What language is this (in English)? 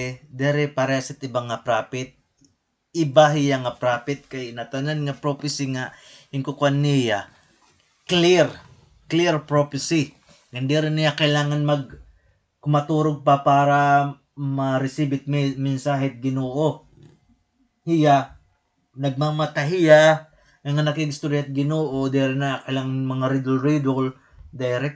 Waray